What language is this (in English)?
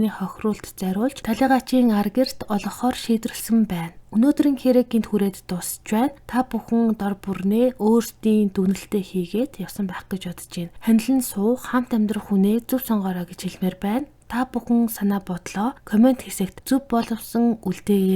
Mongolian